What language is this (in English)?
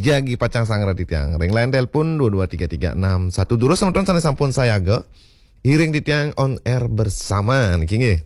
Balinese